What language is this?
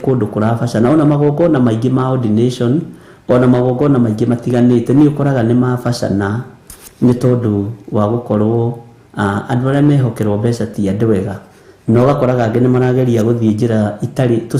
Kikuyu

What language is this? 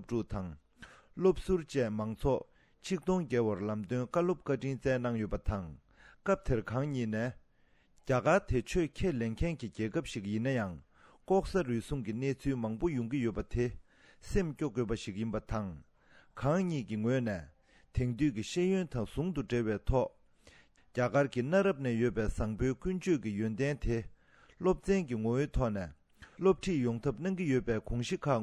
Tibetan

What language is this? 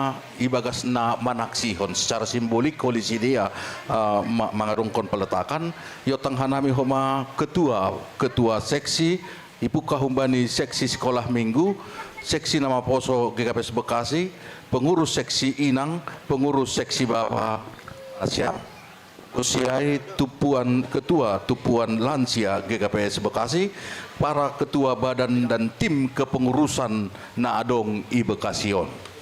Batak Simalungun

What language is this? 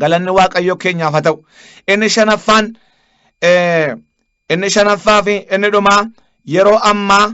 Oromo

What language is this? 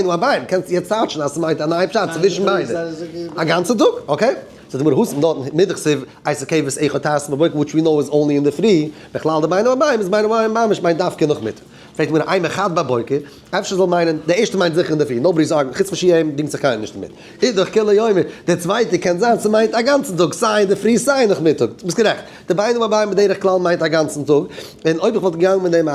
Yiddish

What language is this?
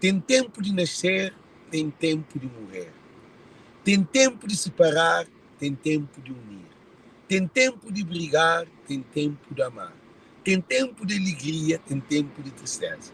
Kabuverdianu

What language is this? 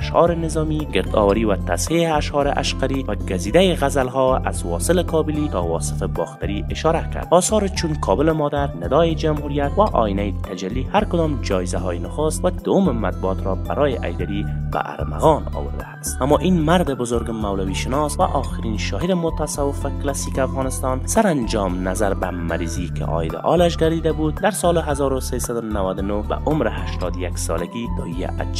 Persian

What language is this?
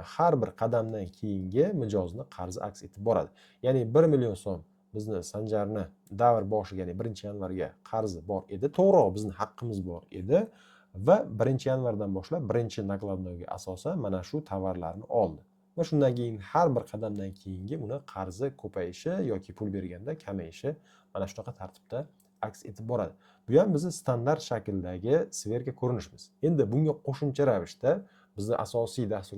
Uzbek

